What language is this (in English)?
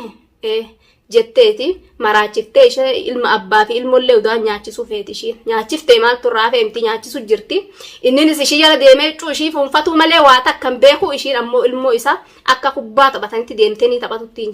Oromo